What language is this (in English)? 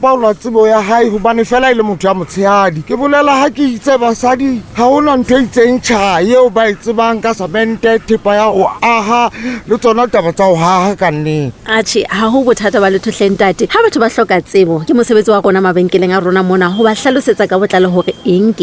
Southern Sotho